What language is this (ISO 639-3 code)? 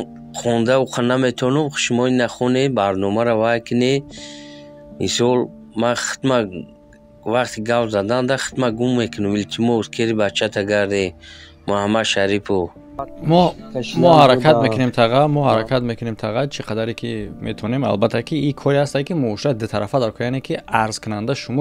tgk